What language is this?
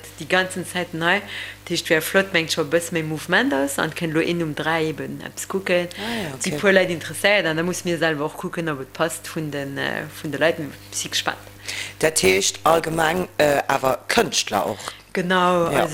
Luxembourgish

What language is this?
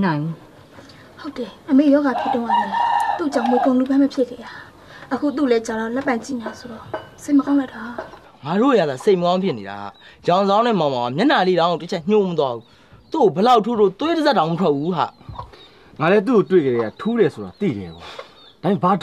Burmese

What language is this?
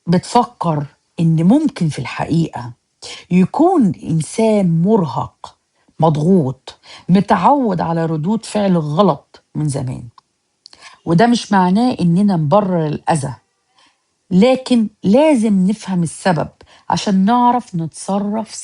Egyptian Arabic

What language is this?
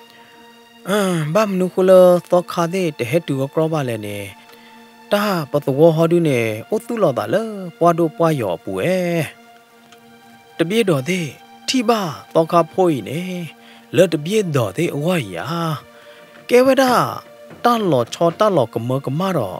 S'gaw Karen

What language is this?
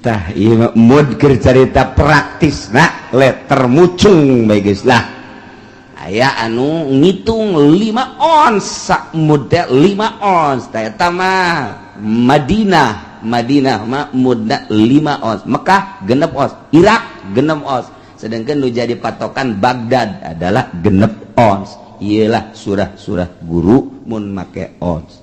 Sundanese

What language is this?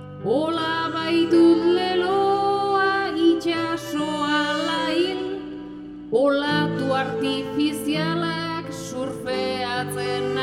Basque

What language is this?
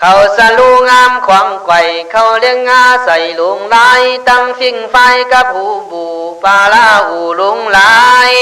Khün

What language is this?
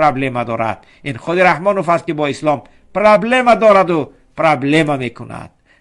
Tajik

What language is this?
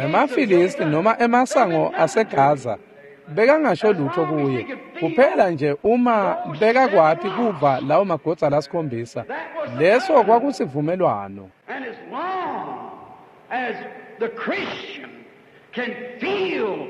Swati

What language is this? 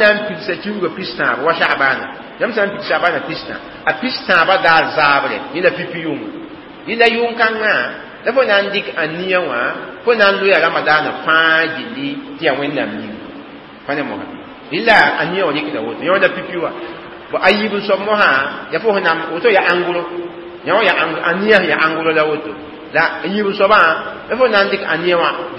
Mossi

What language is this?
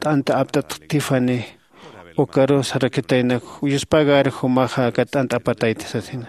Aymara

